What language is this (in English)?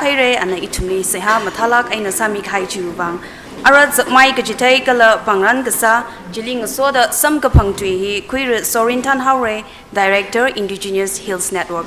Tangkhul Naga (India)